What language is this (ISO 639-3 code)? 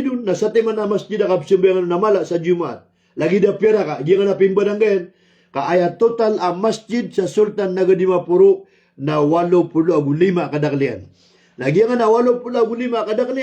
mrw